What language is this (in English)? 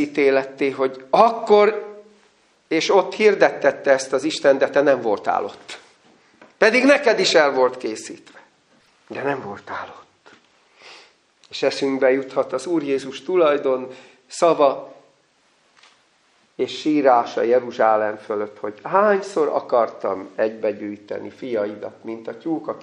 Hungarian